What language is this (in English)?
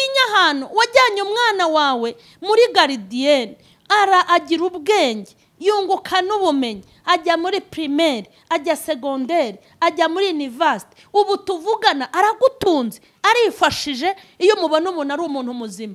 Kinyarwanda